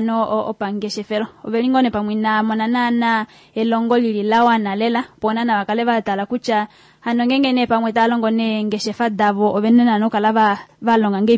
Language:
Kuanyama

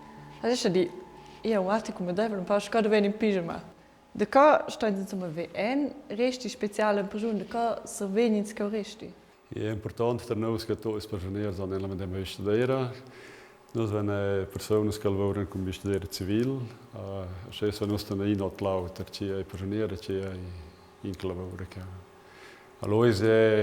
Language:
Romansh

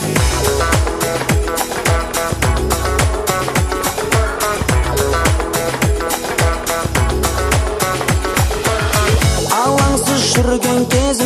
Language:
Kazakh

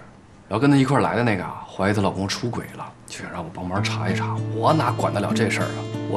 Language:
Chinese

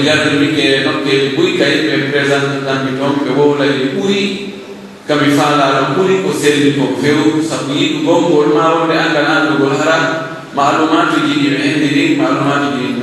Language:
Pular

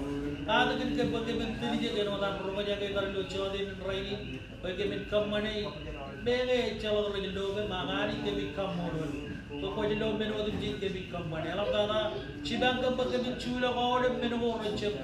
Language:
Marshallese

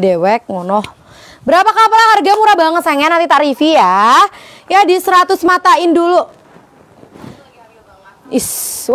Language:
Indonesian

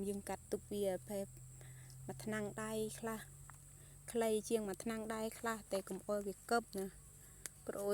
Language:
Khmer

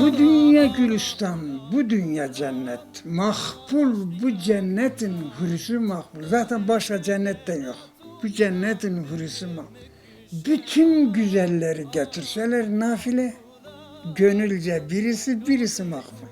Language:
Zaza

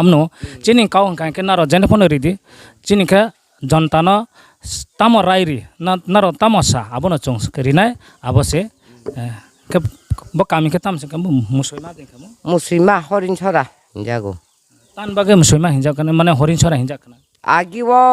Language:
Riang (India)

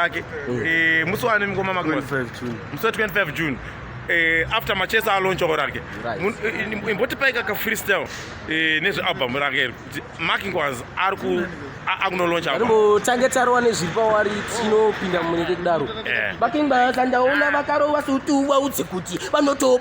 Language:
Shona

